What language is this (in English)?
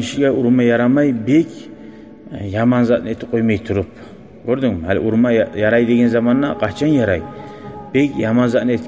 Kumyk